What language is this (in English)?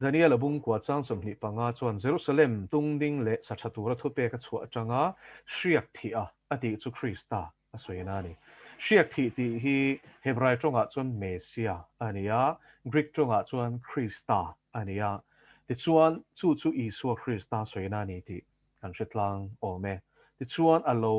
Mizo